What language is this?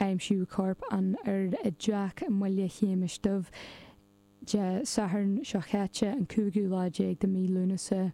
Irish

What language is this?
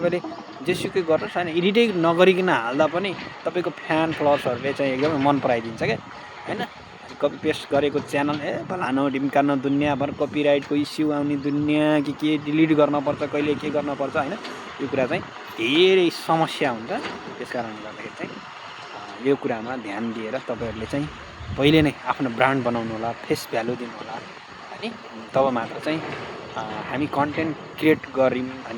Nepali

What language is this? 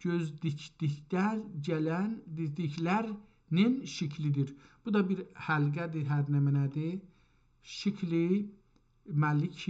South Azerbaijani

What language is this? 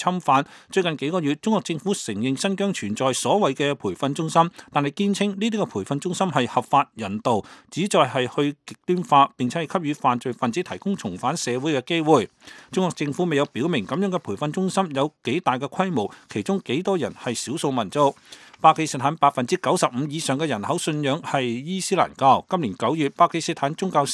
Cantonese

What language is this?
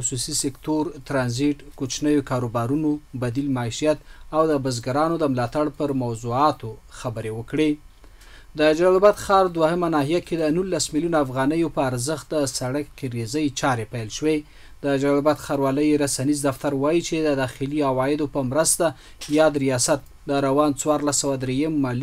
Pashto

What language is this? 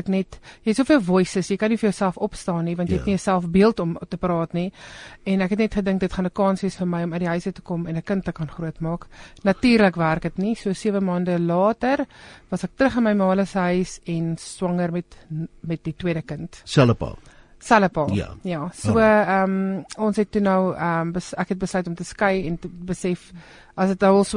Afrikaans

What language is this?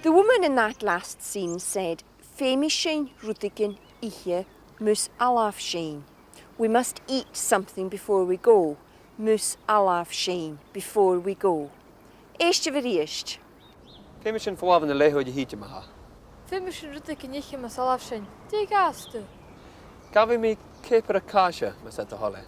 Scottish Gaelic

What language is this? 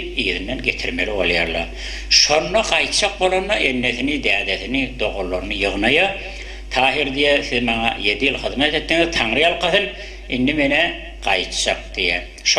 Turkmen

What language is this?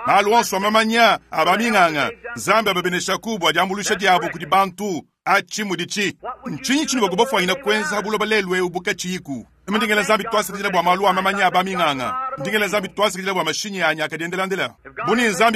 Luba-Lulua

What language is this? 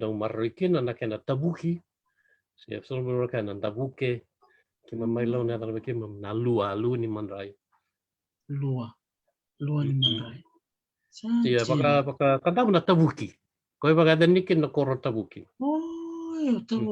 Fijian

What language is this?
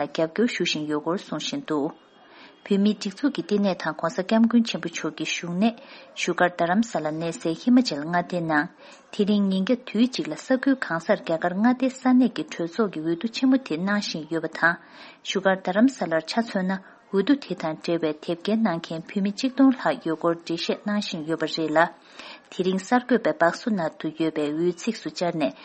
Tibetan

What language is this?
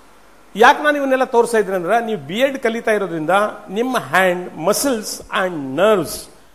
Kannada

